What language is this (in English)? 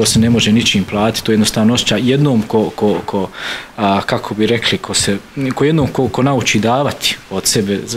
Bosnian